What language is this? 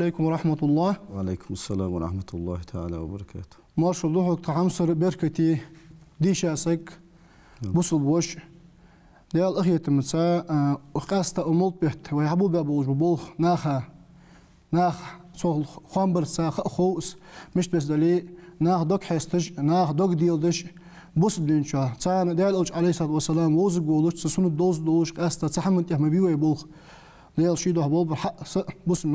Ingush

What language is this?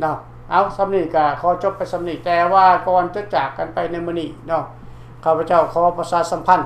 Lao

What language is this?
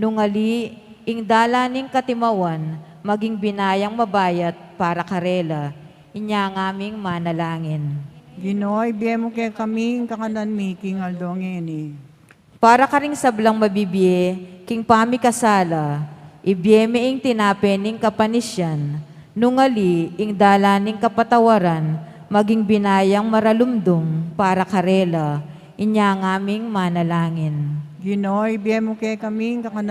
Pampanga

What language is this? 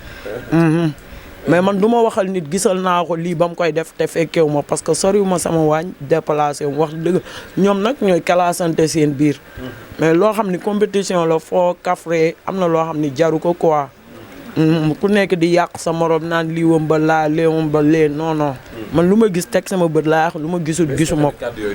Wolof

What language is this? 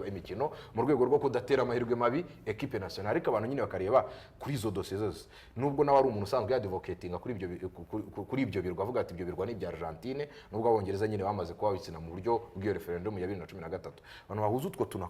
Kinyarwanda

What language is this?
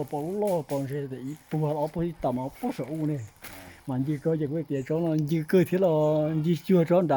Hmong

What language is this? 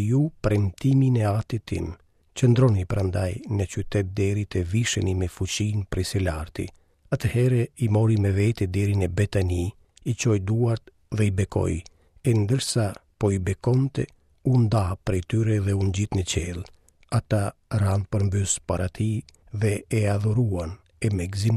Albanian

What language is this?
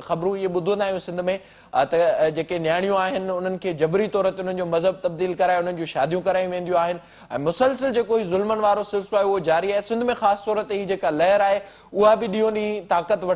Sindhi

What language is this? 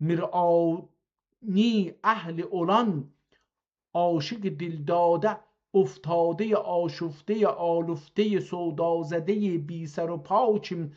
South Azerbaijani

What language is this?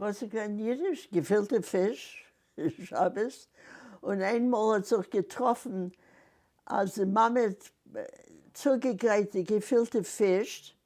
Yiddish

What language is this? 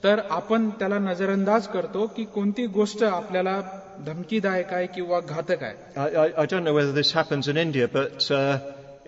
Marathi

